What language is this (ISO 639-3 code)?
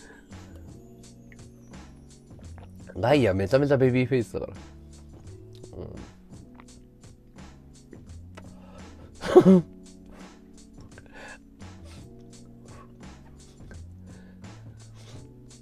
jpn